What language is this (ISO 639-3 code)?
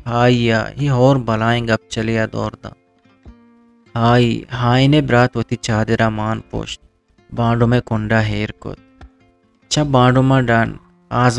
bgp